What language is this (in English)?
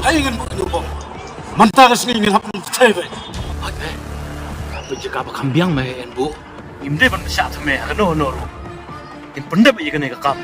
Khasi